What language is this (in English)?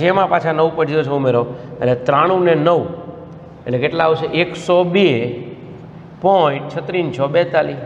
Gujarati